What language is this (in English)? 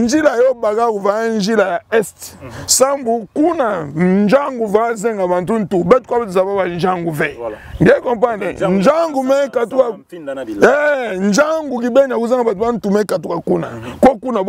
Kituba (Democratic Republic of Congo)